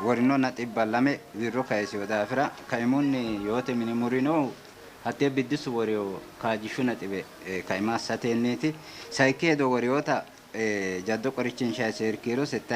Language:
Sidamo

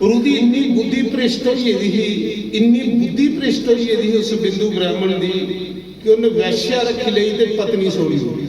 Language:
Dogri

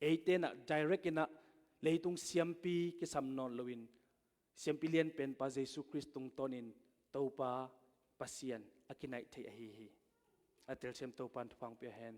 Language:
Tedim Chin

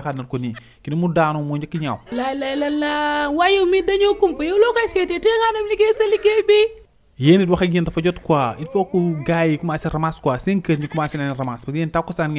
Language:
Wolof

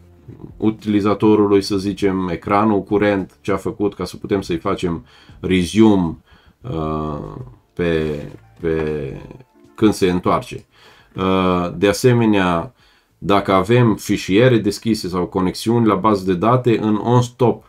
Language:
Romanian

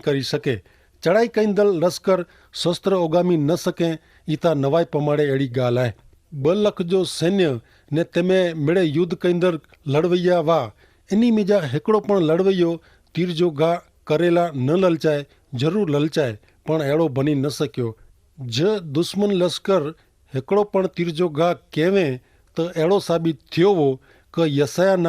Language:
Kachhi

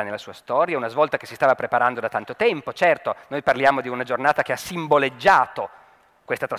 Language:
Italian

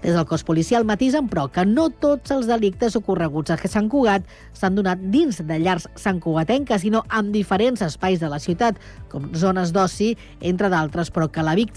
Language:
Catalan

